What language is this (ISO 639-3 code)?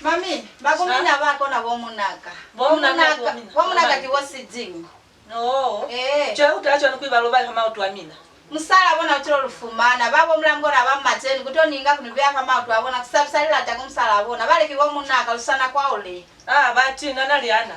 loz